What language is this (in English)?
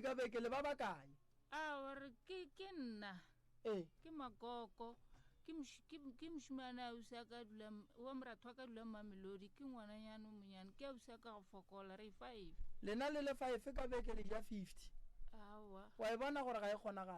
Northern Sotho